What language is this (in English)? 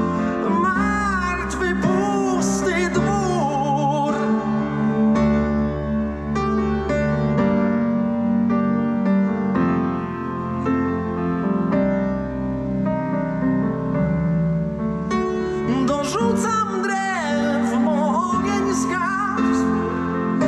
Polish